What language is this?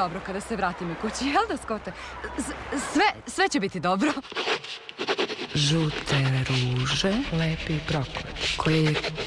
Serbian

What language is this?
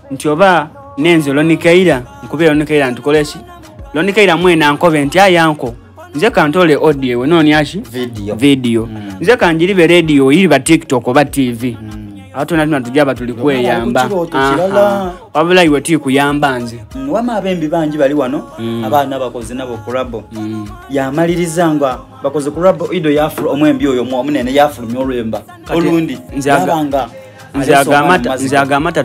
Soga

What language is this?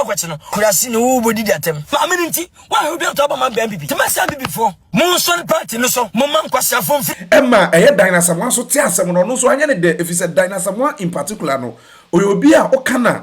Akan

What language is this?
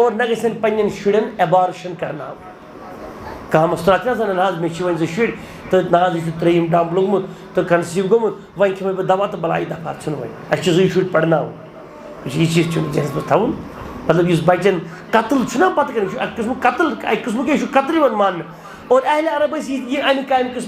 Kashmiri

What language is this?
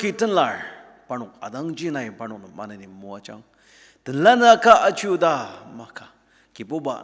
Ao Naga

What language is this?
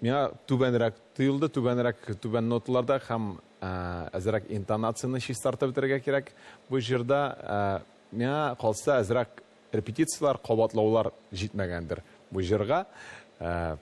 Tatar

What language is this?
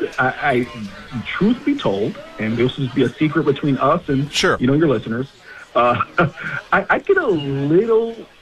English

